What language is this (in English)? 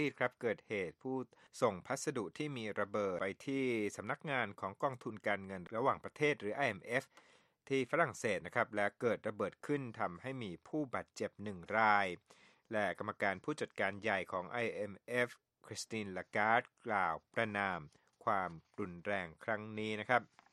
Thai